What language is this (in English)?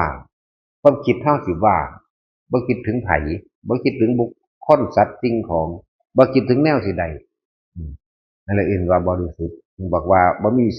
Northeastern Thai